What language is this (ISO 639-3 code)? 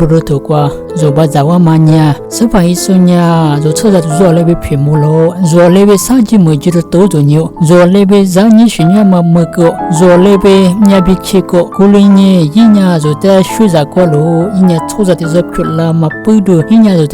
lis